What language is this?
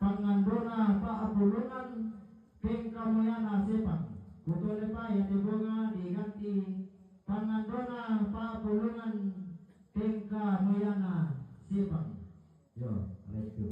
Toraja-Sa'dan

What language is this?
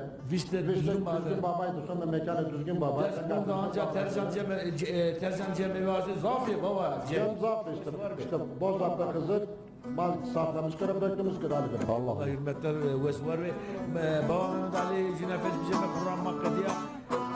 Zaza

